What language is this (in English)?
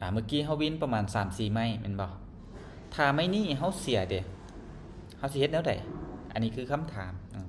Lao